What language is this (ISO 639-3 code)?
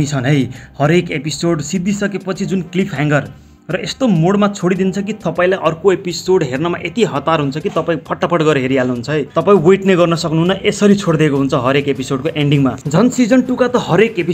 nep